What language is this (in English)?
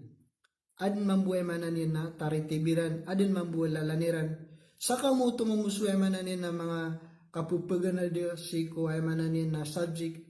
Maranao